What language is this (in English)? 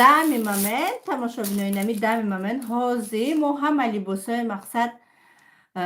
Tajik